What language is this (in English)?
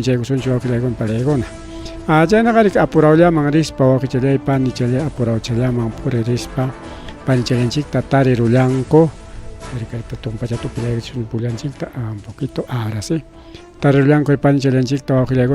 Ayacucho Quechua